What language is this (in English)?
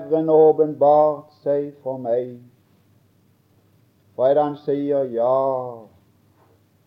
Norwegian